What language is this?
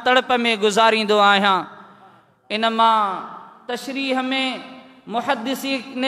Sindhi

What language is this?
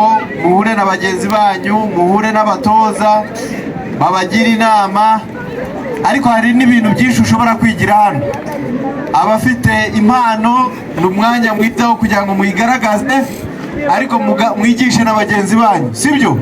Kinyarwanda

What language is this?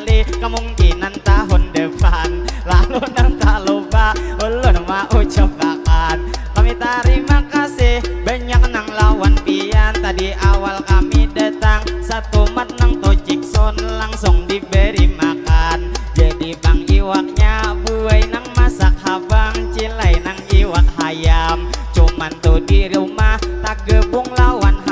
Banjar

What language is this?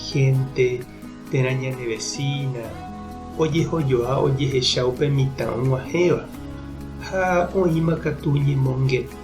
Guarani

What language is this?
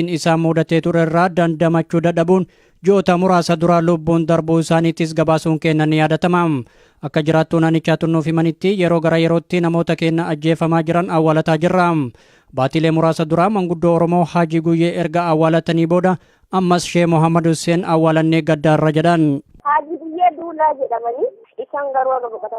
Oromo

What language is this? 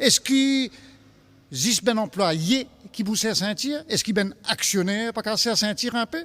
Morisyen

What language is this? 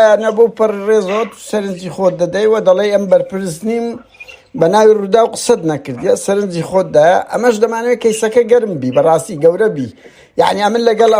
Central Kurdish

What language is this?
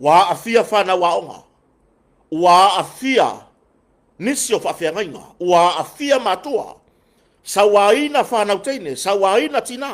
Samoan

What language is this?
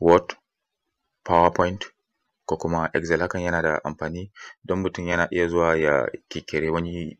Hausa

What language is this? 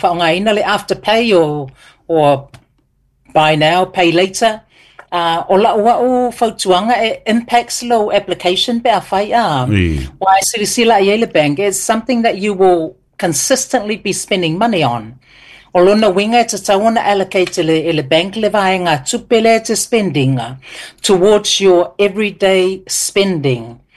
Samoan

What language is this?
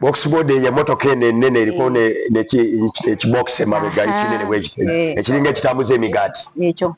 Ganda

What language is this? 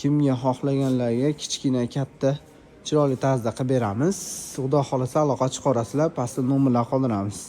Uzbek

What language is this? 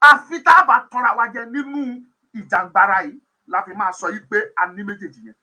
Yoruba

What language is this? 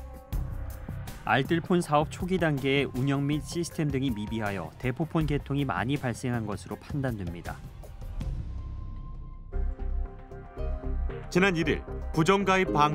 Korean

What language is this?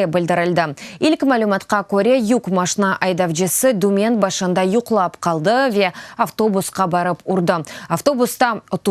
Crimean Tatar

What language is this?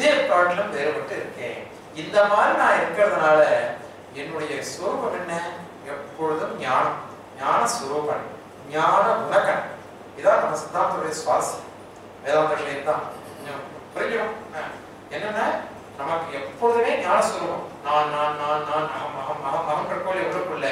Tamil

